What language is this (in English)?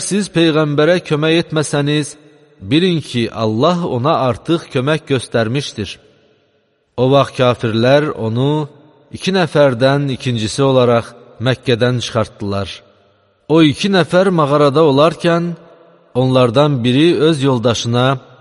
Azerbaijani